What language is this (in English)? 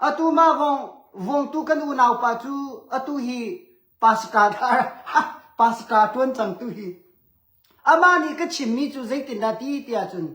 Hakha Chin